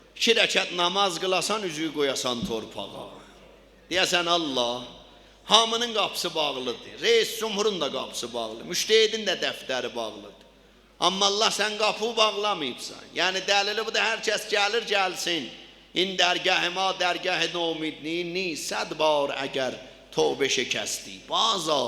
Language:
South Azerbaijani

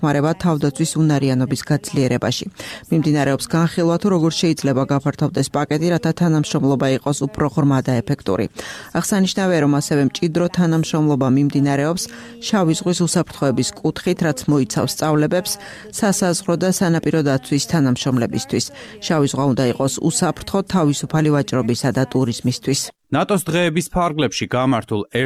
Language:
Georgian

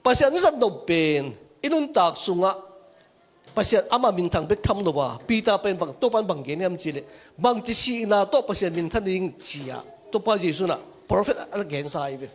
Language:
Tedim Chin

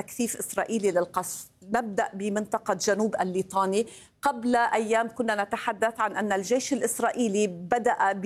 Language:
Arabic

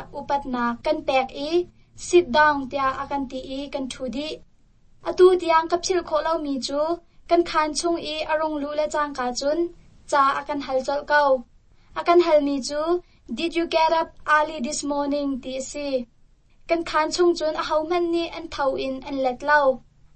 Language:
Hakha Chin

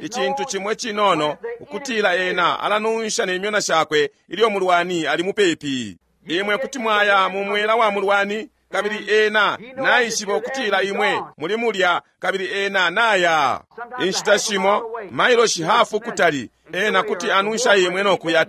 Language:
Bemba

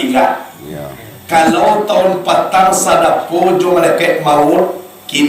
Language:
Minangkabau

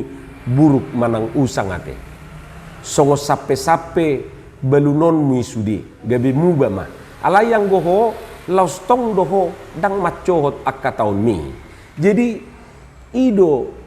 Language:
Batak Toba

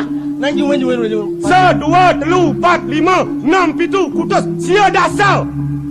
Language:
Balinese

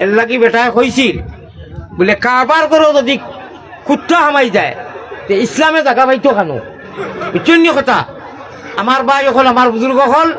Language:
Sylheti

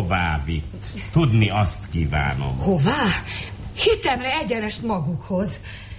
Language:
Hungarian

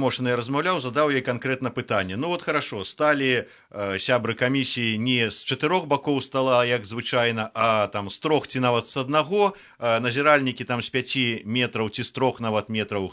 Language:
Belarusian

